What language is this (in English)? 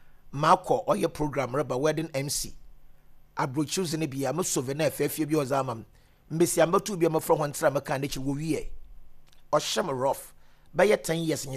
Akan